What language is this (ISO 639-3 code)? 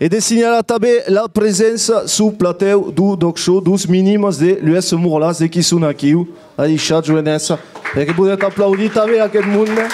oci